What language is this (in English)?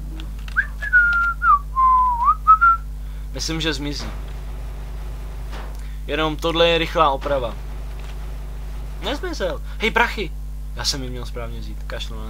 Czech